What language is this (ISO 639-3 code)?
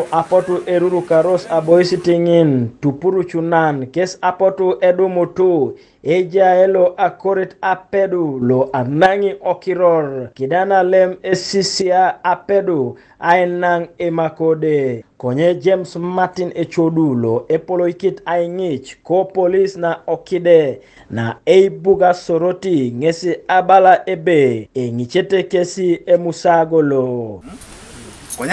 teo